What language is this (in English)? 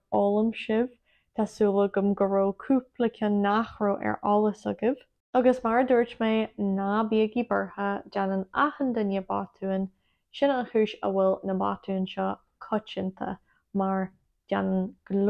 Irish